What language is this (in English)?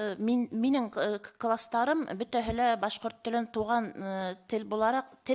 Bashkir